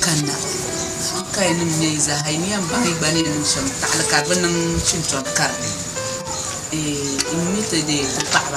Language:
Dagbani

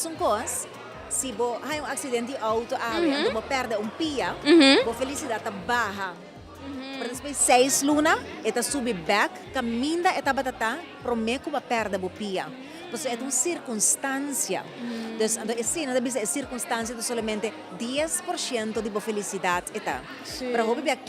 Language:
Papiamento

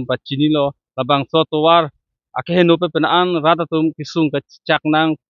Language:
Karbi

